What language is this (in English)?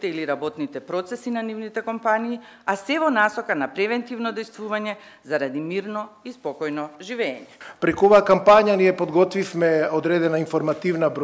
Macedonian